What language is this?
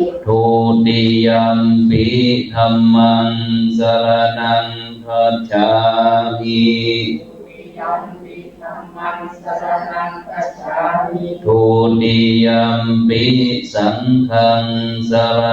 Pali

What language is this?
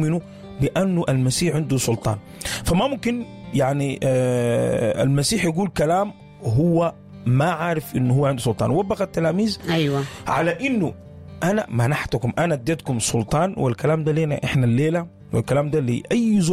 Sudanese Arabic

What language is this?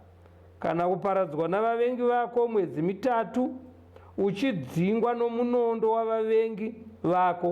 Shona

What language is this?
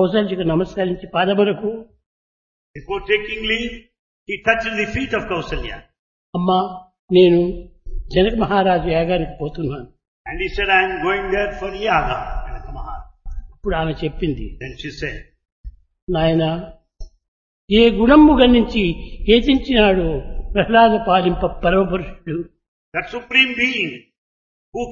Telugu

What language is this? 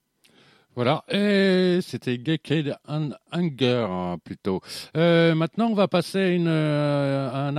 French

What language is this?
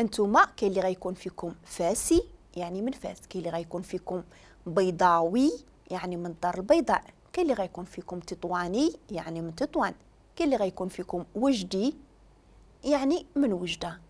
Moroccan Arabic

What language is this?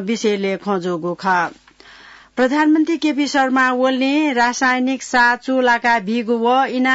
Newari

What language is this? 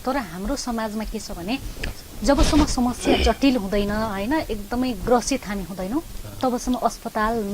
Nepali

